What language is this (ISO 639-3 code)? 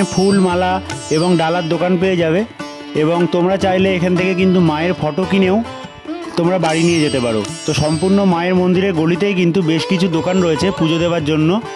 ben